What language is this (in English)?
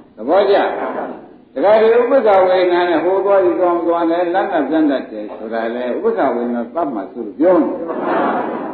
Burmese